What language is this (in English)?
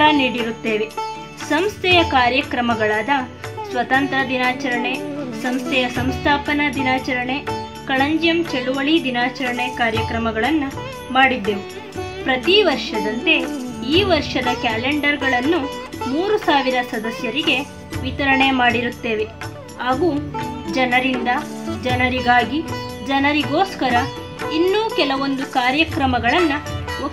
Kannada